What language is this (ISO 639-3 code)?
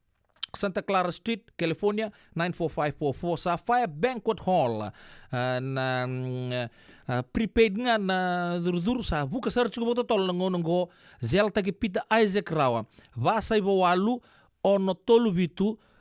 fij